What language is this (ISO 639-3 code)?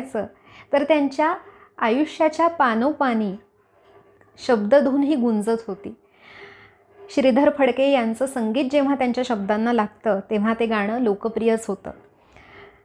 mar